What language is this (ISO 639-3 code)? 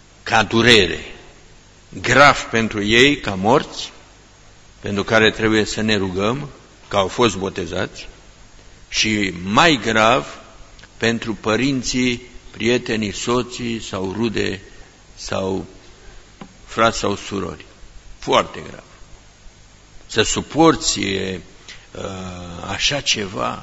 ron